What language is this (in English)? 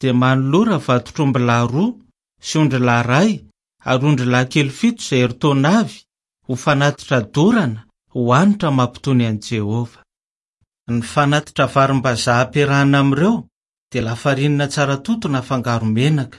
Malagasy